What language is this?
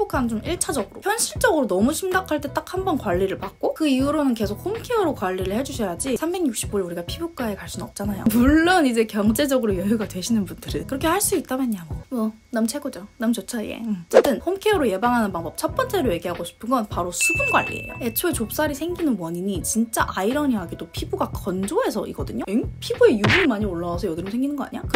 Korean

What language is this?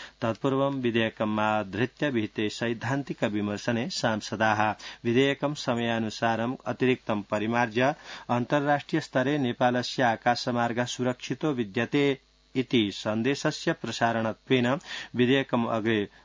Sanskrit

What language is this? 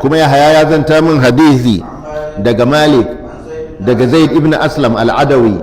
Hausa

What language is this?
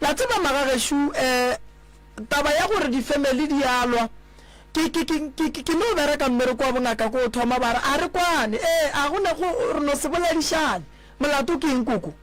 Northern Sotho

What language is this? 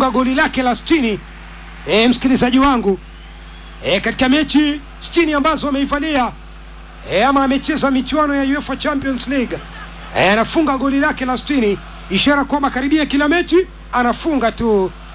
Swahili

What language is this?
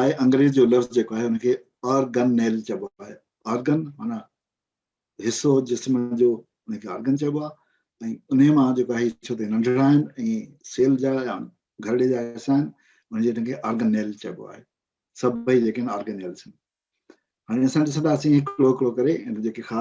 Sindhi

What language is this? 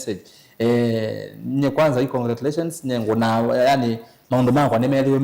Kamba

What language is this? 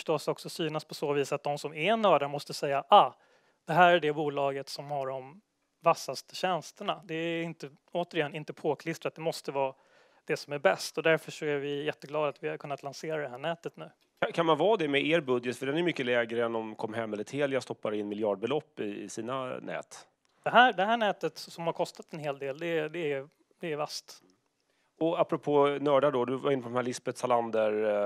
Swedish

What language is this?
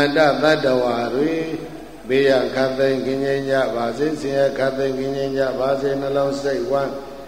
Burmese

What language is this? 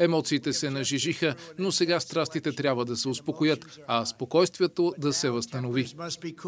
Bulgarian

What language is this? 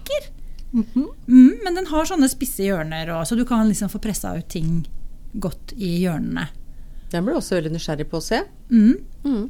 Norwegian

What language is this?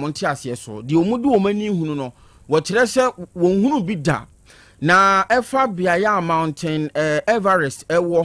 Akan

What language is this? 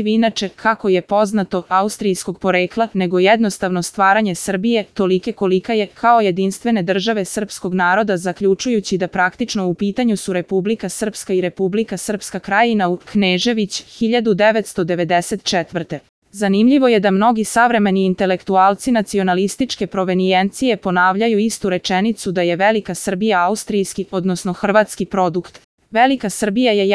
Serbian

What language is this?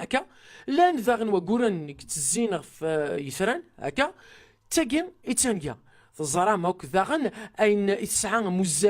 Kabyle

